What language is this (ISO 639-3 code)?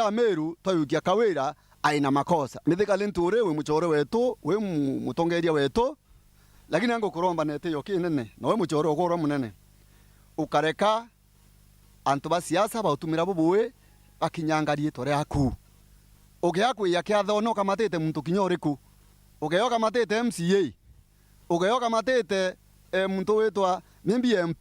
mer